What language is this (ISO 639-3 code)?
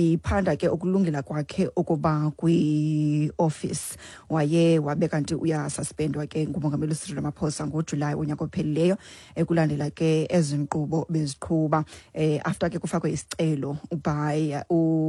xho